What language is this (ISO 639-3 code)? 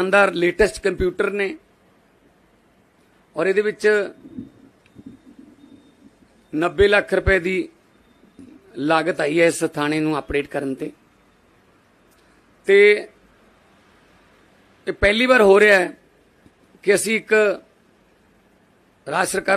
pan